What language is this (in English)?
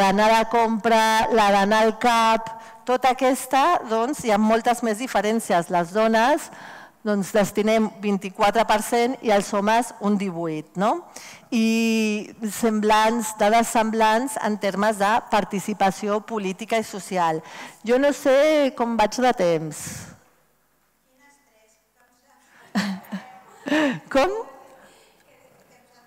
Catalan